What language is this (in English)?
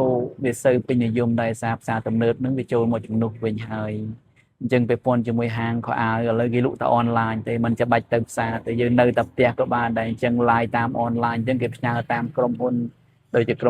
Khmer